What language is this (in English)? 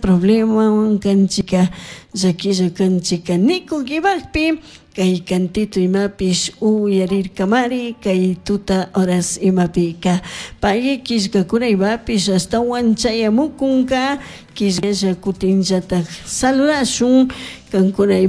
Chimborazo Highland Quichua